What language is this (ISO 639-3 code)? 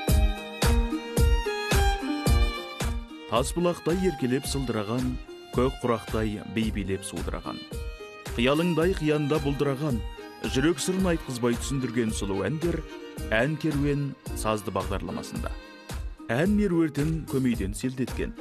kaz